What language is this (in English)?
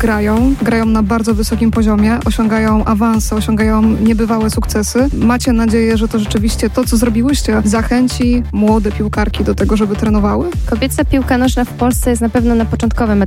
Polish